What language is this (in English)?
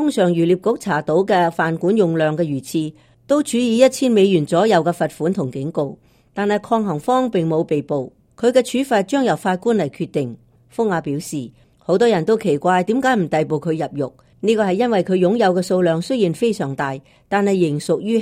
Cantonese